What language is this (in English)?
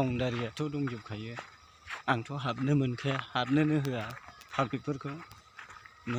Bodo